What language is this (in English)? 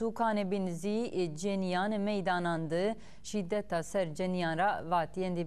Zaza